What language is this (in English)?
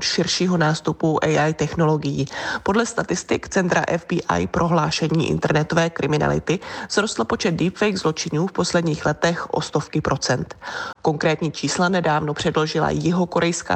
Czech